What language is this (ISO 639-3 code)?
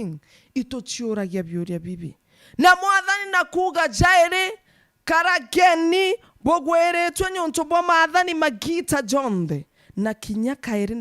mer